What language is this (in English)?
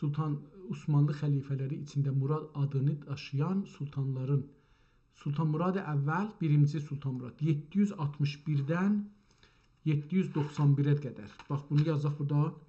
South Azerbaijani